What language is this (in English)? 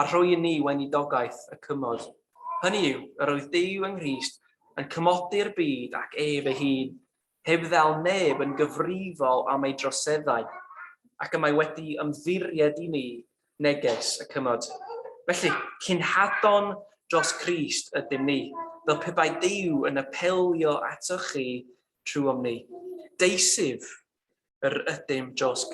Welsh